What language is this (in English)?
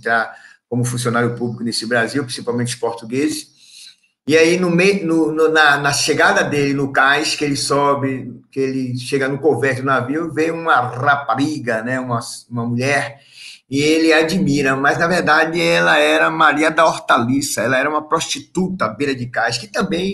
Portuguese